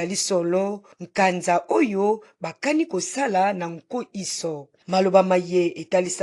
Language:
Lingala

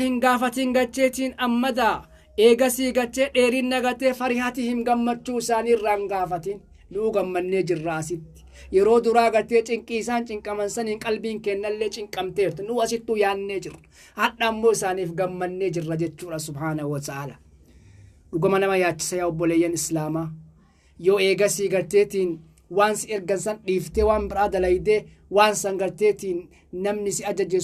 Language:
Oromo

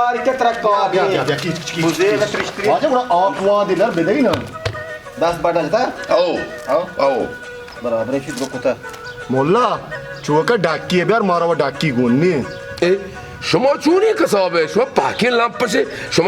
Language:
Baluchi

